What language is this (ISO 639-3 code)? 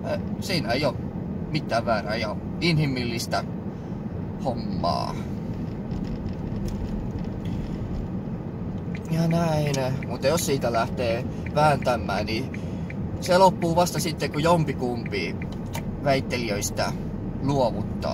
fin